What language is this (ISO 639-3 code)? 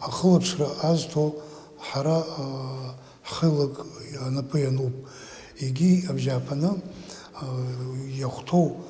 abk